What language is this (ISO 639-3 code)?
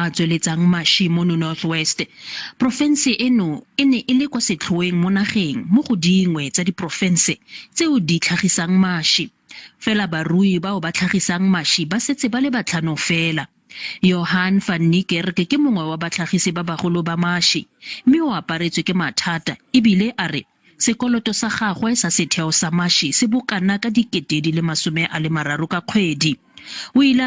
tsn